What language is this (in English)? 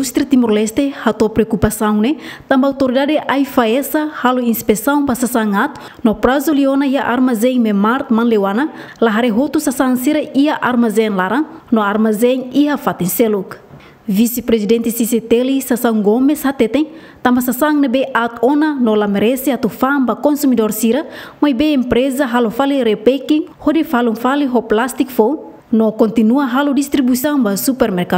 Tetum